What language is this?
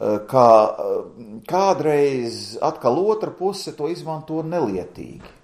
Latvian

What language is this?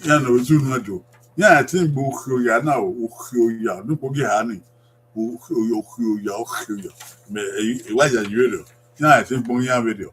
Bini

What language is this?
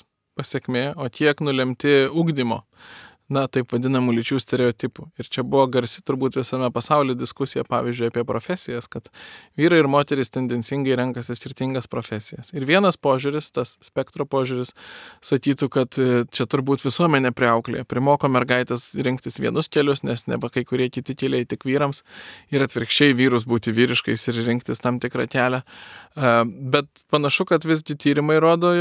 Lithuanian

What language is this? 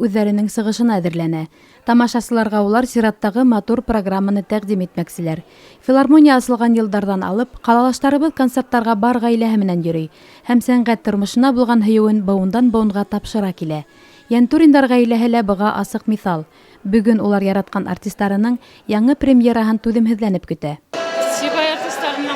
Bashkir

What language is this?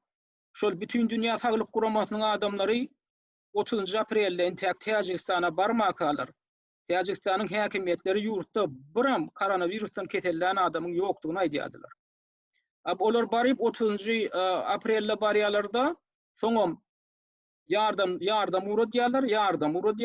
Turkmen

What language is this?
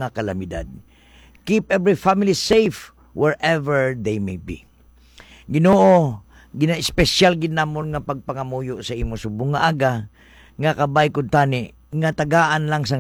Hiligaynon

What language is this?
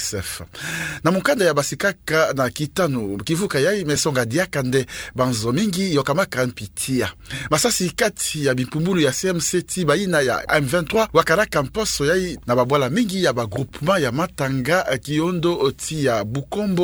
Kituba (Democratic Republic of Congo)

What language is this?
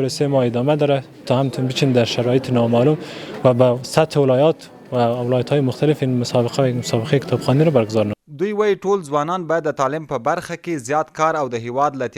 Pashto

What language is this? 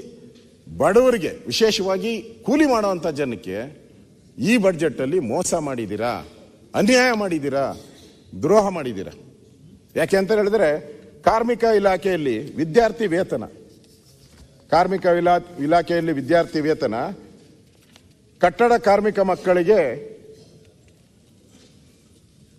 Kannada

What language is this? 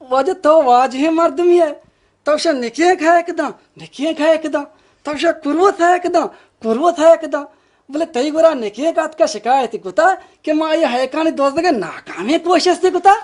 Baluchi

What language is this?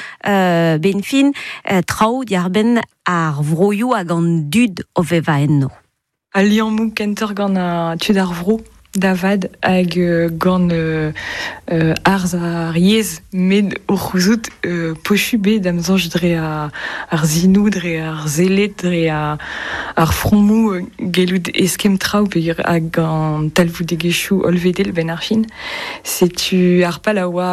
Breton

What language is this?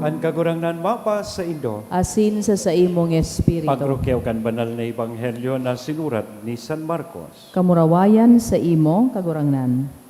Bikol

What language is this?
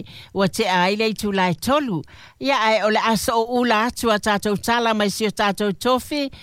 Samoan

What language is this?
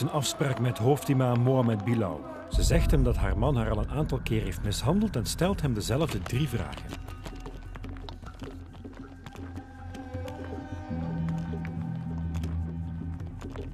Dutch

